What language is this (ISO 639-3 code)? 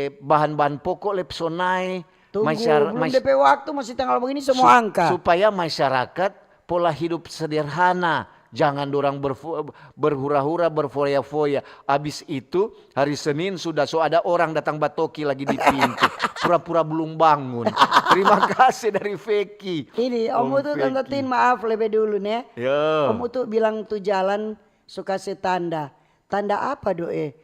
xmm